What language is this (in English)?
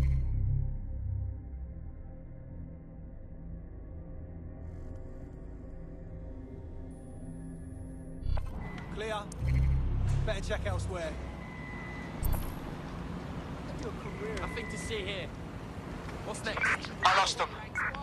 English